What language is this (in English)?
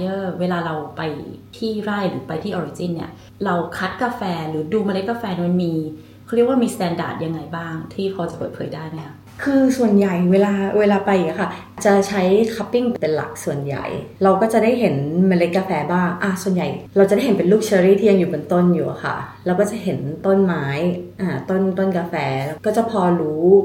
Thai